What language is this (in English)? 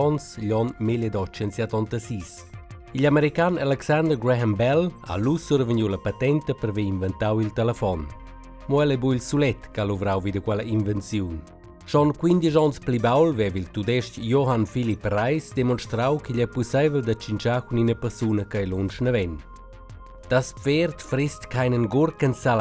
Romansh